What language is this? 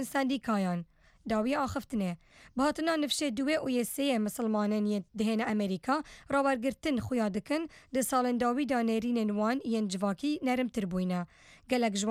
Kurdish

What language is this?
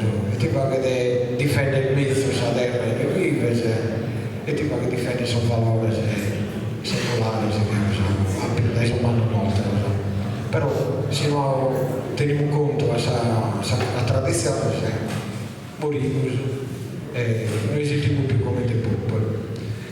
Sardinian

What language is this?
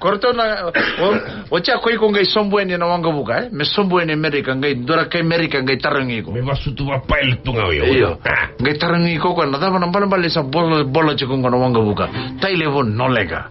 Fijian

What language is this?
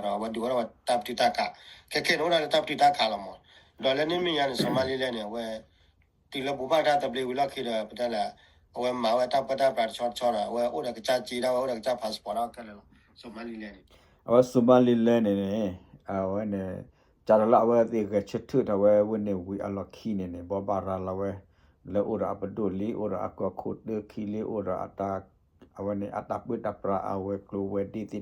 S'gaw Karen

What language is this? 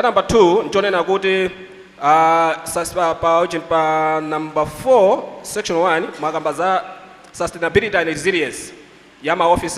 Nyanja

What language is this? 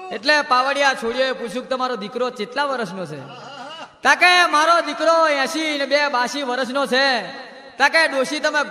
Gujarati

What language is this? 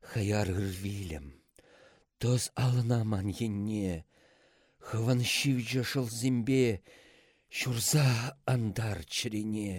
Chuvash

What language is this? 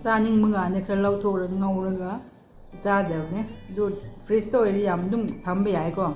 Manipuri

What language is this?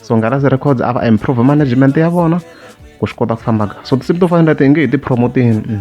Tsonga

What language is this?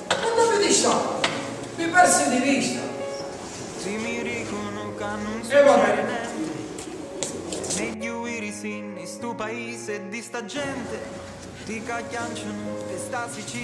Sicilian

